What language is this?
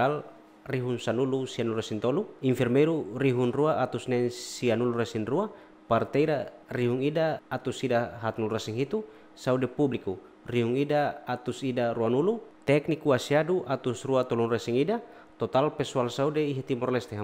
Tetum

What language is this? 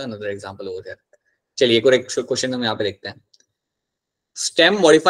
Hindi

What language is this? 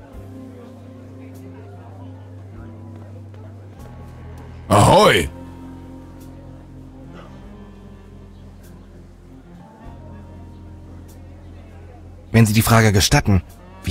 German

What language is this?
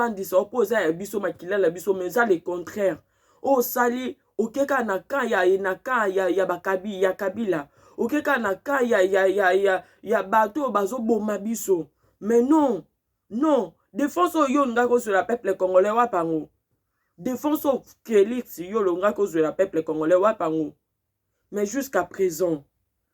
Lingala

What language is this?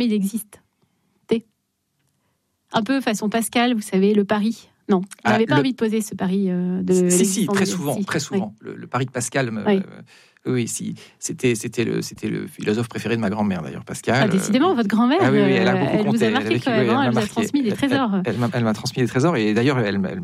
French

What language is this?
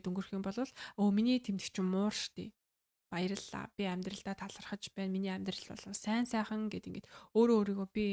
Mongolian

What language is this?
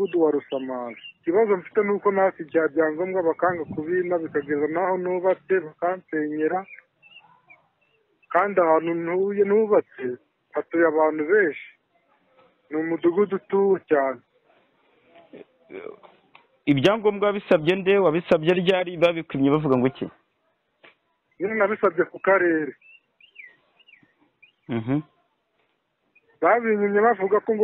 Kinyarwanda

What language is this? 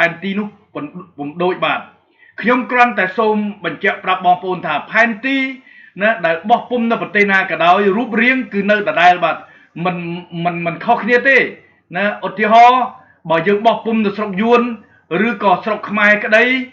Khmer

